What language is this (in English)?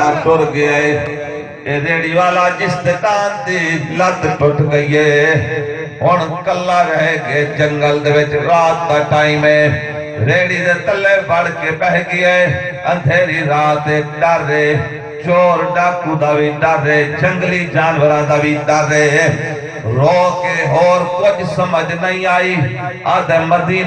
Saraiki